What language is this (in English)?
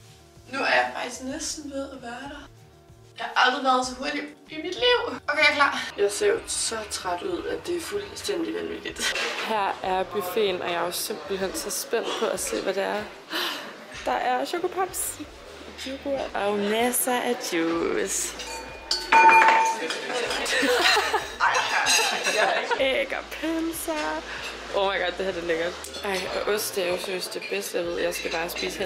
Danish